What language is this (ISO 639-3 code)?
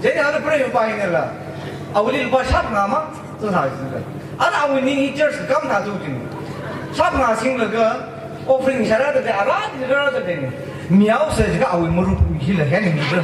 nmf